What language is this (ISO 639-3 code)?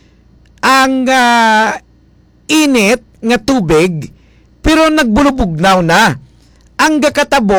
hil